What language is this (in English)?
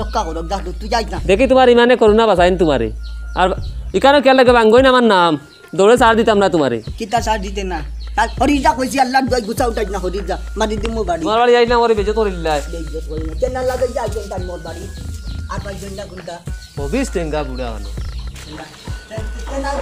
Sylheti